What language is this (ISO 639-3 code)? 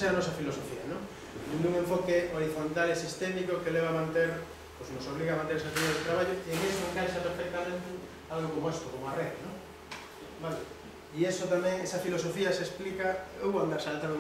glg